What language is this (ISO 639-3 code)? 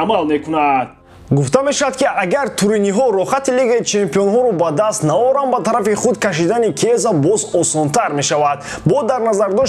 tgk